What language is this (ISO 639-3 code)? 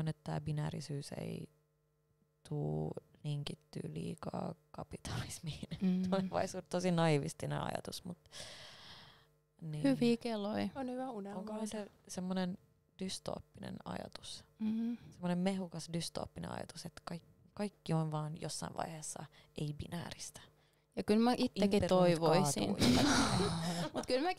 fin